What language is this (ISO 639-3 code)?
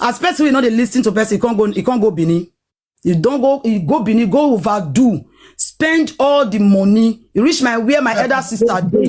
pcm